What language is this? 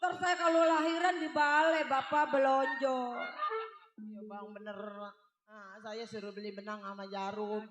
Betawi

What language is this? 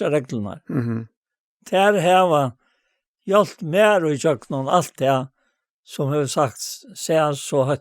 Faroese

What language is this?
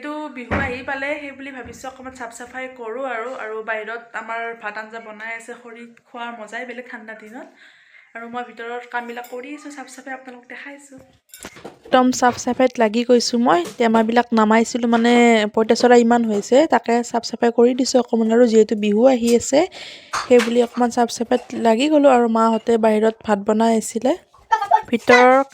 Assamese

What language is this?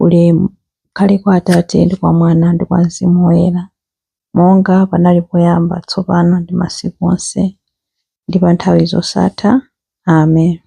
Nyanja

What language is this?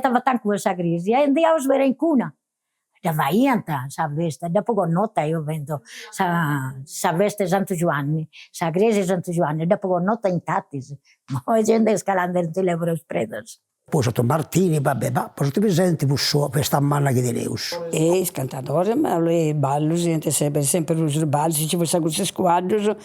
Sardinian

